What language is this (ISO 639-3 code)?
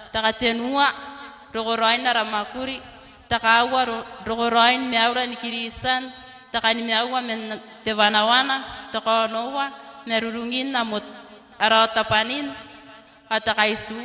gil